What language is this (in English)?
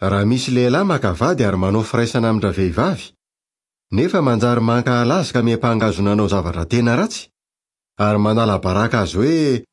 Malagasy